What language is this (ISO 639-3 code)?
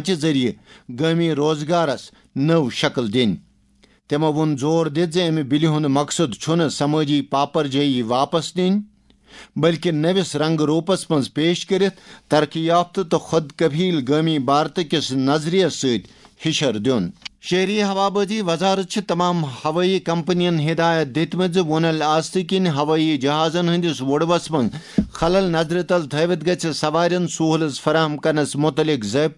kas